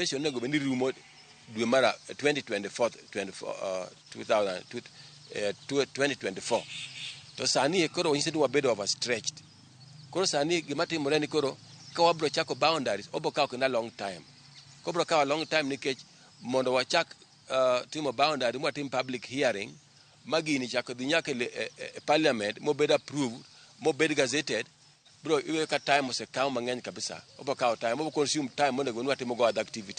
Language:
Luo (Kenya and Tanzania)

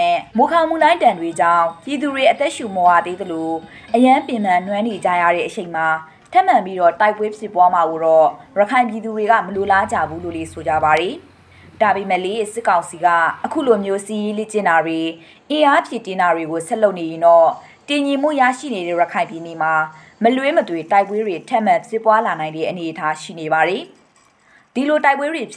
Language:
Burmese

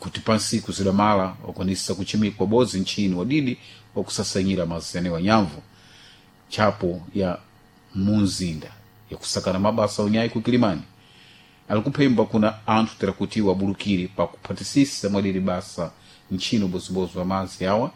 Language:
Sena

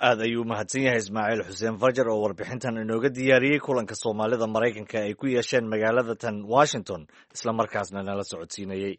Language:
Somali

